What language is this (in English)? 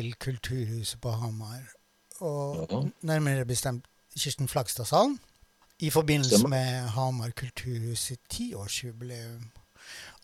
Norwegian